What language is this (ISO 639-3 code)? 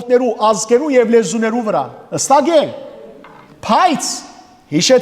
hyw